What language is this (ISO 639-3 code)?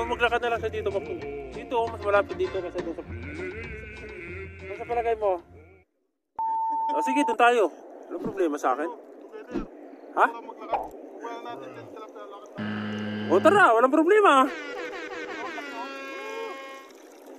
fil